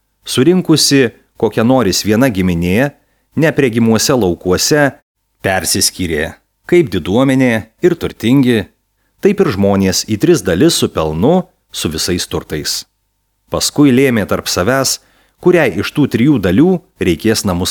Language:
Lithuanian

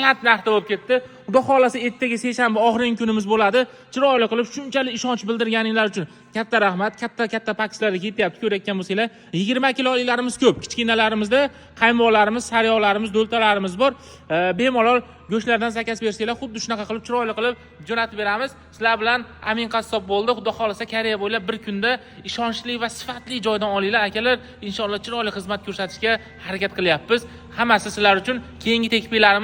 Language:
Uzbek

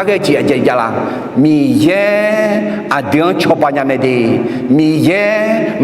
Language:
Akha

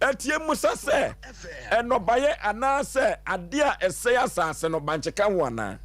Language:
Akan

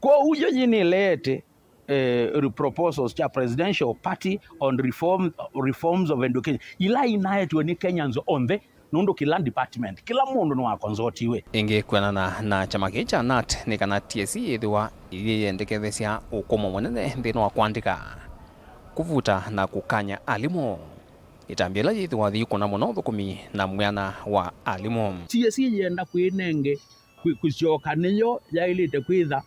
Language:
Kamba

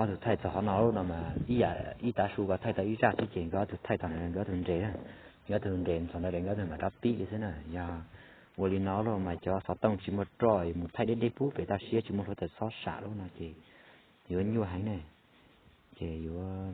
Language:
Hmong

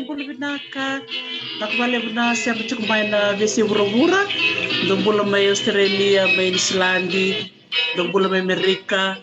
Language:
Fijian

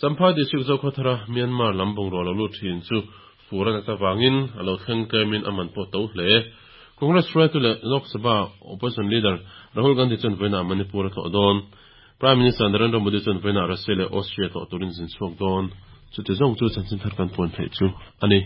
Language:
Mizo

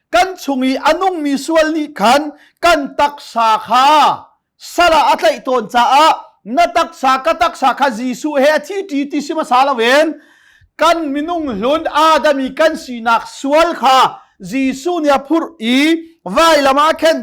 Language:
Hakha Chin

